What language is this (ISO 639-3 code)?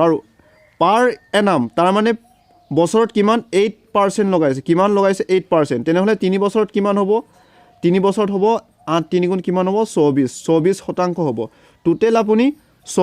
asm